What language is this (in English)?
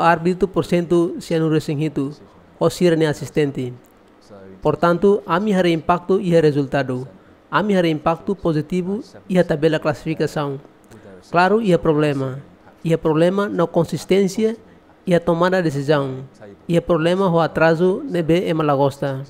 Tetum